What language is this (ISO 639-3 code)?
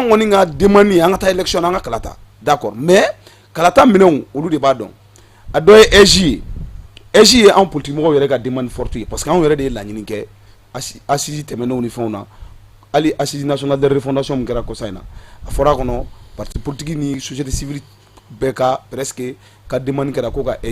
bam